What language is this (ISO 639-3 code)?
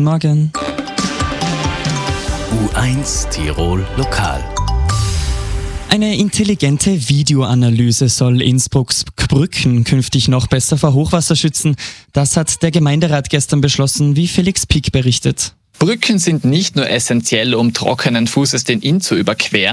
deu